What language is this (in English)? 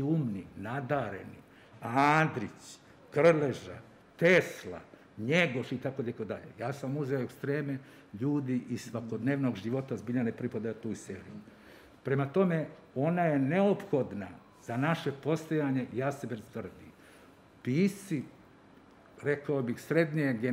Serbian